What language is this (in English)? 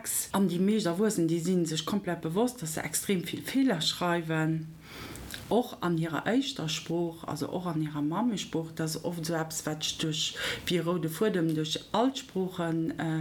Luxembourgish